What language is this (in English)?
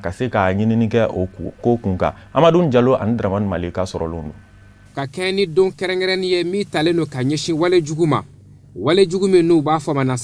Bambara